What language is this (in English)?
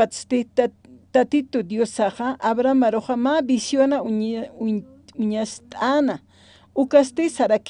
Aymara